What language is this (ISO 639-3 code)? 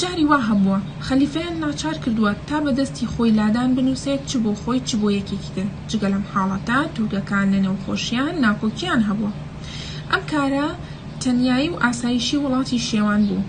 ckb